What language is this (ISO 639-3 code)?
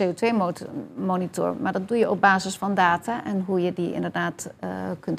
nld